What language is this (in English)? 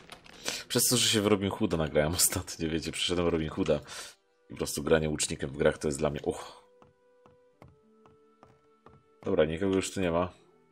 Polish